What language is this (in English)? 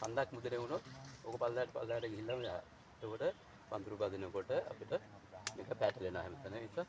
Sinhala